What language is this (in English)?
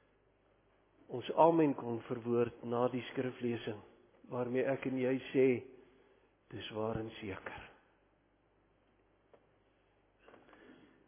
Afrikaans